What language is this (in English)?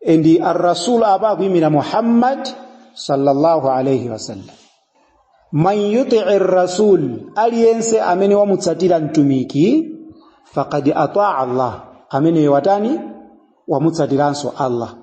Nyanja